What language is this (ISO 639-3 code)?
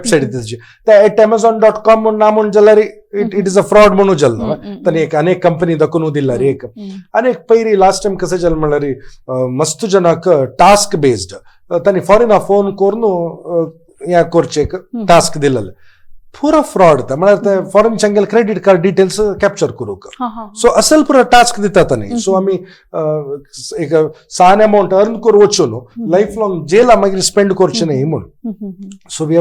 kok